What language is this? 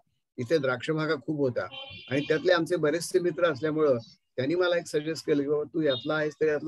Marathi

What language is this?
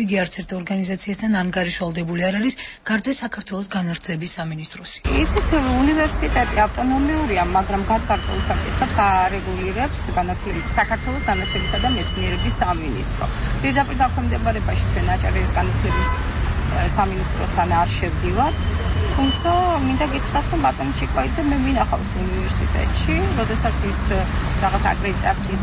Georgian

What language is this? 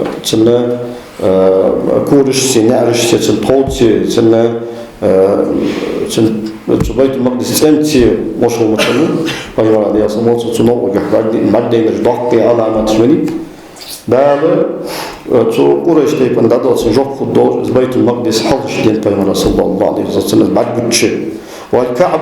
Ingush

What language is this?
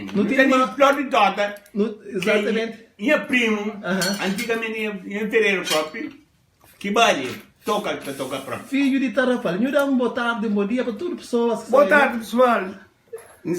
Kabuverdianu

